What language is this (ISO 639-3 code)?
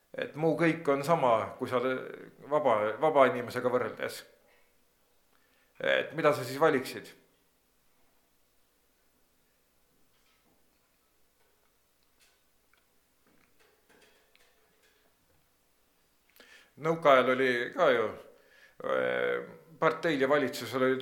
est